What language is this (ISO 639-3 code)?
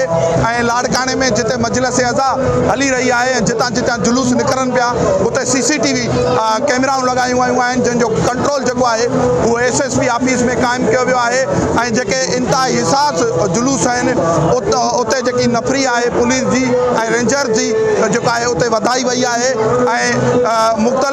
snd